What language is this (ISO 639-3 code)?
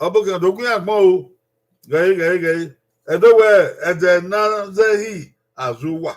bin